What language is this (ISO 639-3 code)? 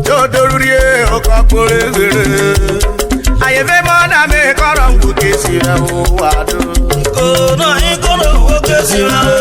urh